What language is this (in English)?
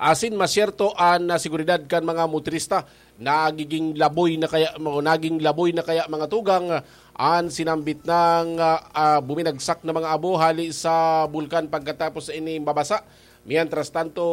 Bikol